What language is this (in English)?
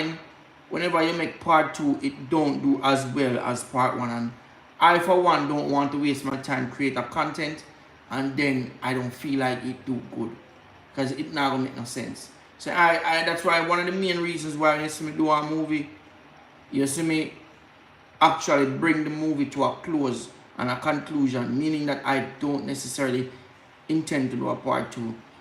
Jamaican Creole English